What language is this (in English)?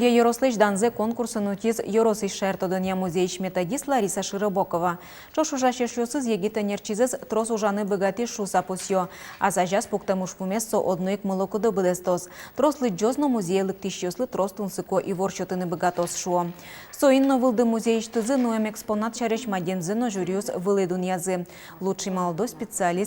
Udmurt